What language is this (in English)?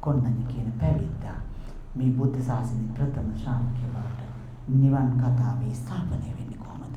Sinhala